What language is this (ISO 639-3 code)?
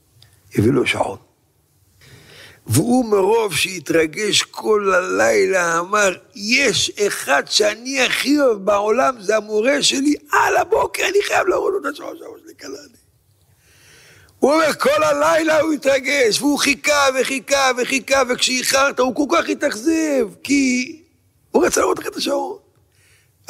heb